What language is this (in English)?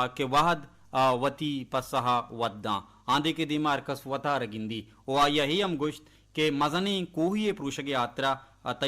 Baluchi